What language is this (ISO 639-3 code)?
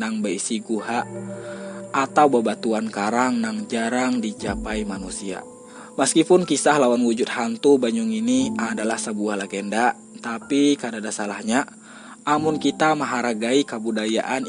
bjn